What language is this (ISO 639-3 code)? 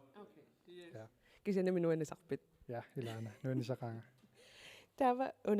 kal